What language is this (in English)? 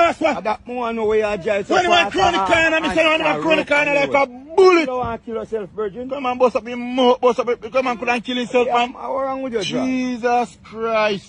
Jamaican Creole English